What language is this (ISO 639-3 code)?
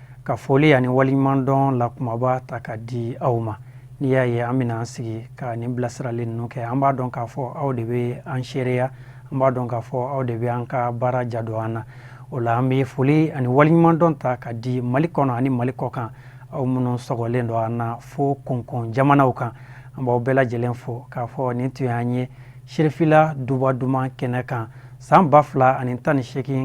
bam